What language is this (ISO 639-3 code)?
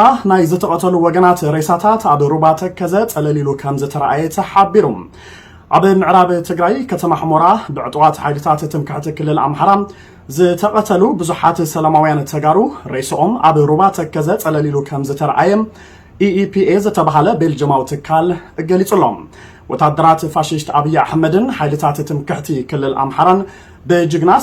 tir